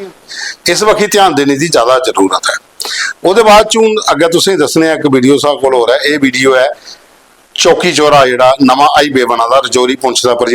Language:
Dogri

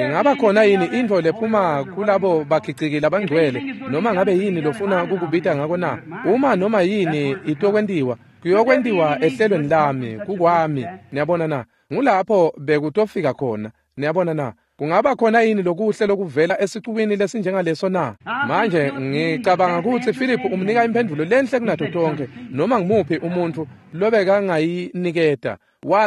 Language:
Swati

